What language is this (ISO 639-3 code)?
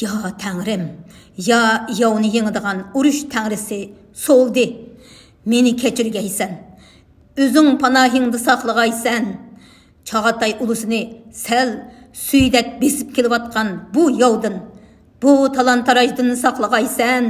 uig